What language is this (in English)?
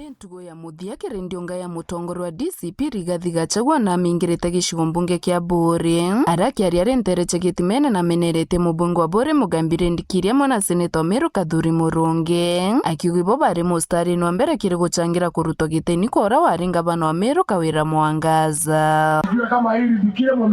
Meru